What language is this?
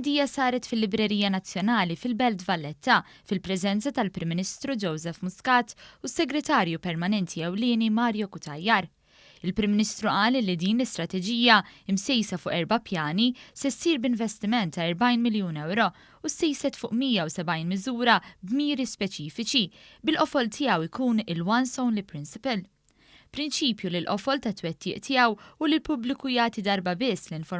Maltese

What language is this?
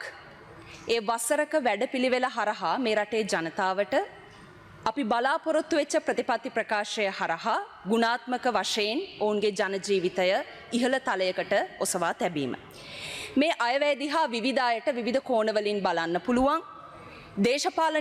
Sinhala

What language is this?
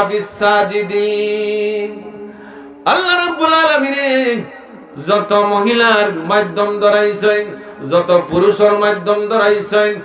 Sylheti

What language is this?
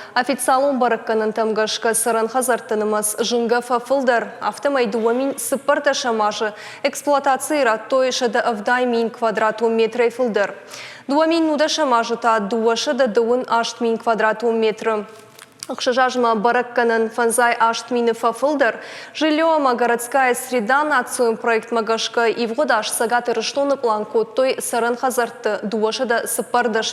Ossetic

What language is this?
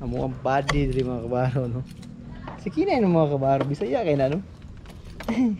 Cebuano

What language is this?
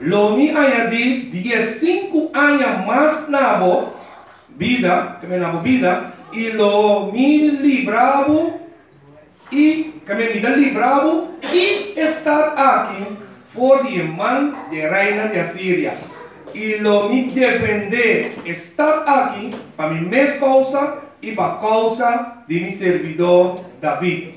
Papiamento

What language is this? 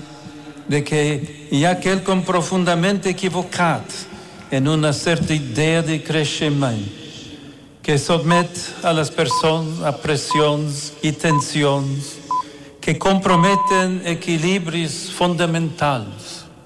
Catalan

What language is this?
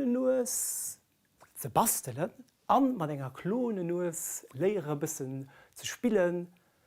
Luxembourgish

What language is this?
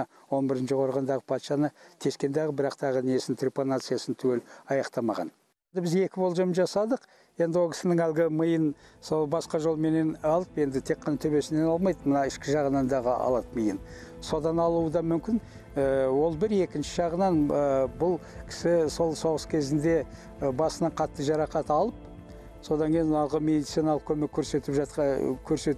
Kazakh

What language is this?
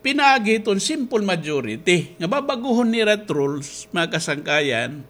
Waray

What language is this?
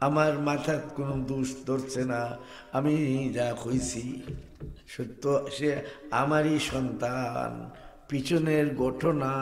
Sylheti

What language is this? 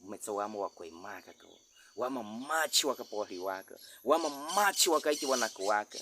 Baniwa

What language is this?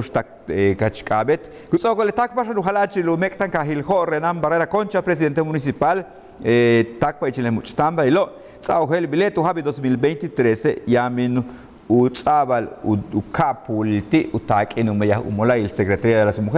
Yucateco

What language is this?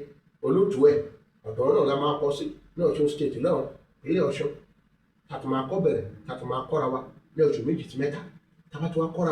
Yoruba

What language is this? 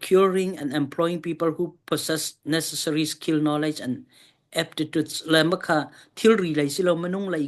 Hakha Chin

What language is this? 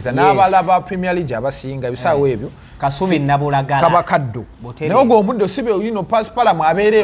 Ganda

